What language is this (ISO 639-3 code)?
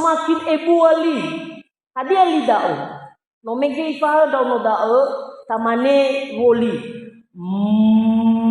nia